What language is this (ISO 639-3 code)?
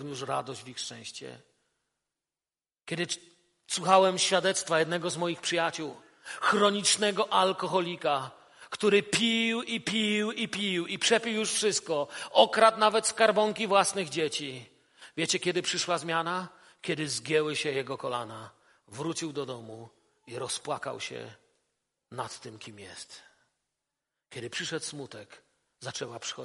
pol